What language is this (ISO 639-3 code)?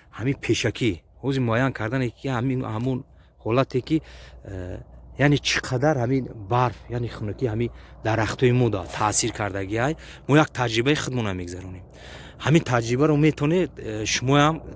tgk